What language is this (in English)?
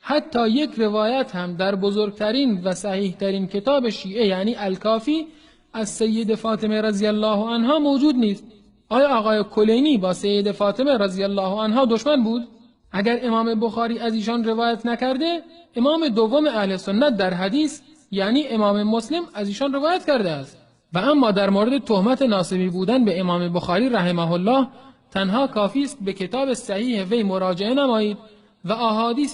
Tajik